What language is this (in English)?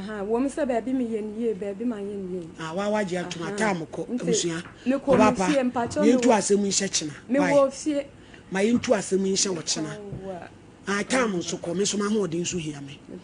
Akan